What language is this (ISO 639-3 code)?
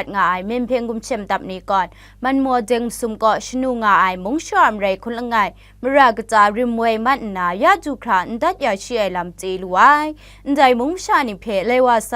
kac